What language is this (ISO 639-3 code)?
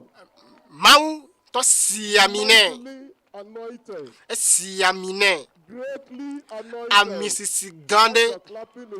ewe